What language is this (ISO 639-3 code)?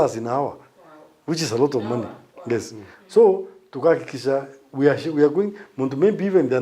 mer